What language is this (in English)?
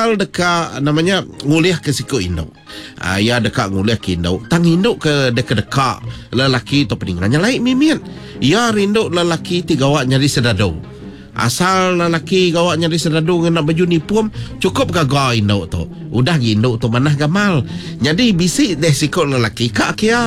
Iban